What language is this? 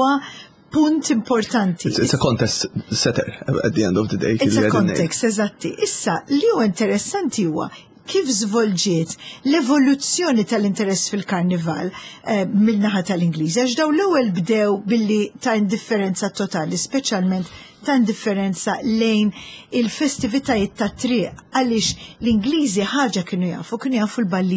Maltese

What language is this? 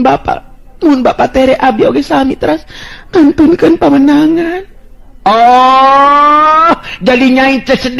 Sundanese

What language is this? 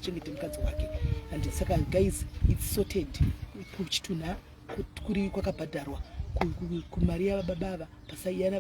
Shona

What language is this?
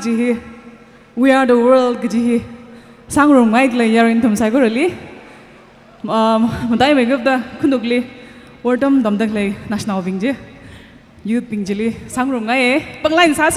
Tangkhul Naga (India)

